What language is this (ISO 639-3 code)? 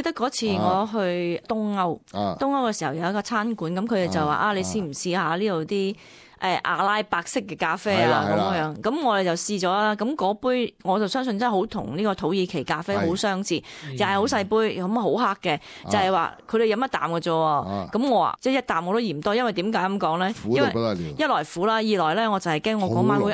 yue